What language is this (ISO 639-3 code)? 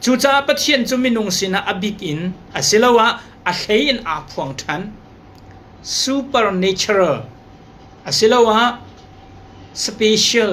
cnh